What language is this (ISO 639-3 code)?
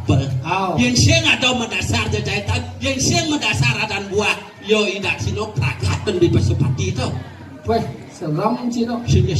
ban